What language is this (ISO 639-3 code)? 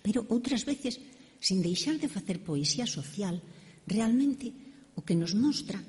glg